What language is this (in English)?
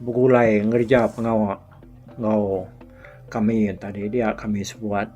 Iban